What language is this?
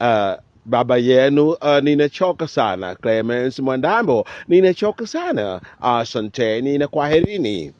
Swahili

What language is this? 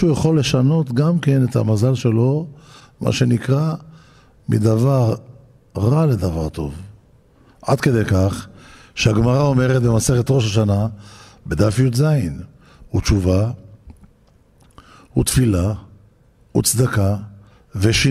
Hebrew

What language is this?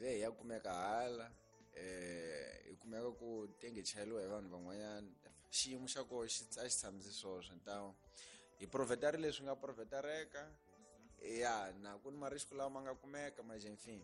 Tsonga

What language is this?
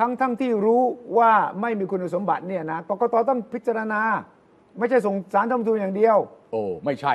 Thai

